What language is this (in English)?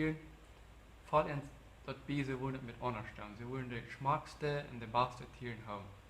Plautdietsch